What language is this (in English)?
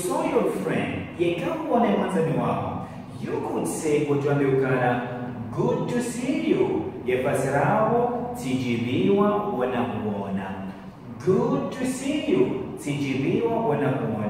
Ngazidja Comorian